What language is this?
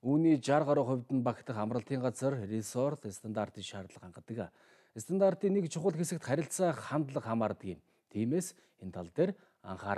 Mongolian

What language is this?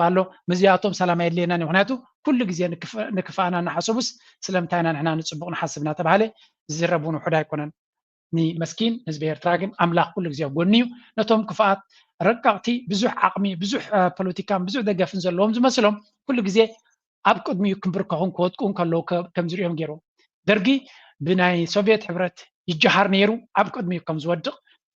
Tigrinya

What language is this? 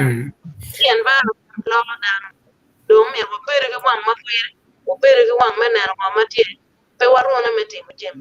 Acoli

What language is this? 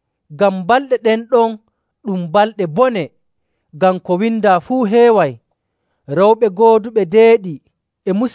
Nigerian Fulfulde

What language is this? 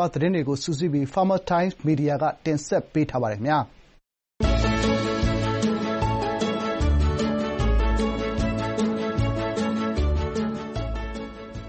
Burmese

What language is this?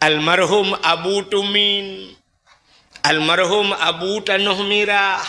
Achinese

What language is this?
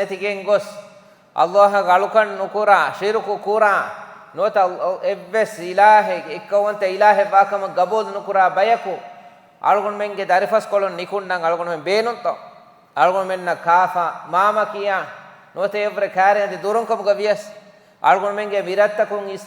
Divehi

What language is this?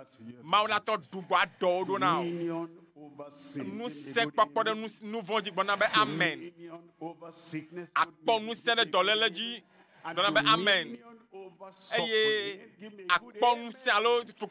Ewe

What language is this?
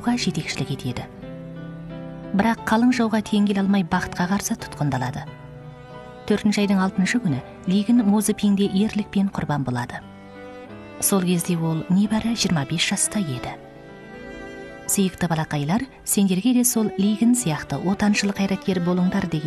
Kazakh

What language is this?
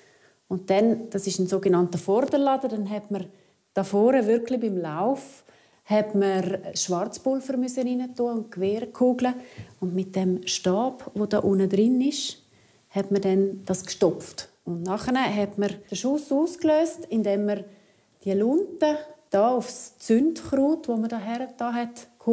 Romansh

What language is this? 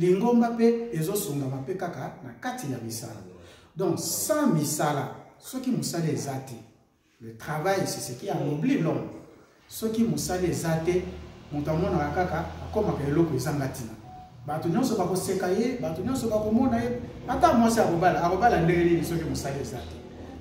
Lingala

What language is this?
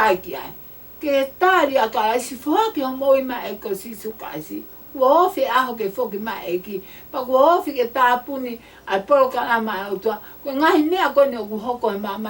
Tongan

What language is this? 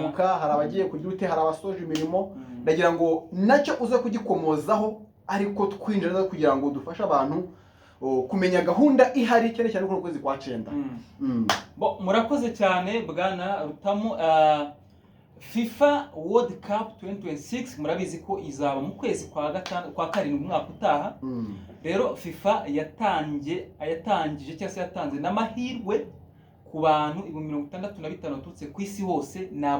Kinyarwanda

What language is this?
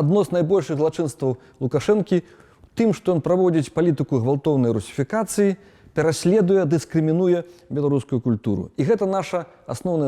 Belarusian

